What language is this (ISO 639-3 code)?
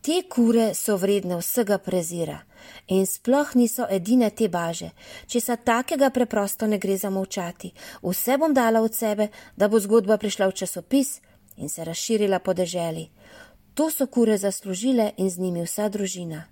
slv